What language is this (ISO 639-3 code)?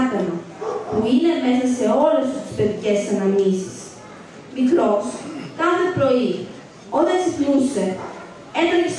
ell